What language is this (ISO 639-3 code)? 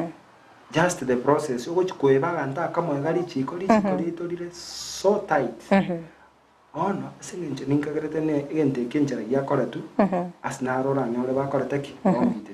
guz